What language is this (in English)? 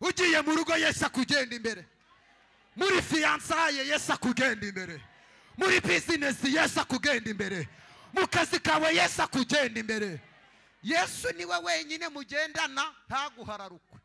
Kinyarwanda